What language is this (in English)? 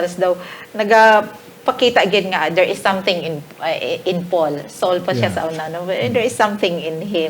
Hiligaynon